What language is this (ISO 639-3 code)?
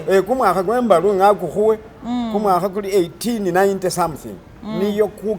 myx